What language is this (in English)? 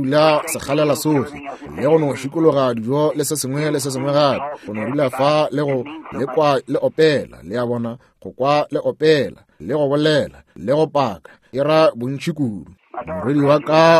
Northern Sotho